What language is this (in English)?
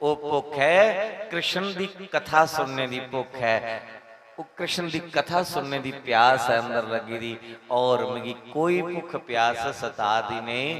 Dogri